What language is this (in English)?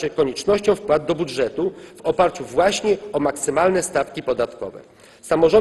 Polish